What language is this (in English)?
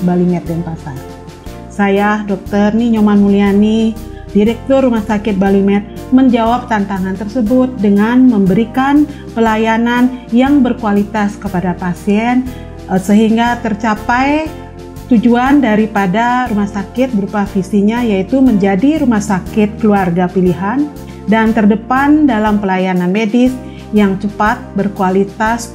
Indonesian